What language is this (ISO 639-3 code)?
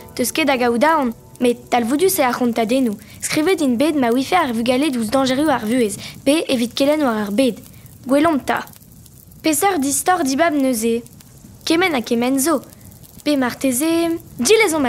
bre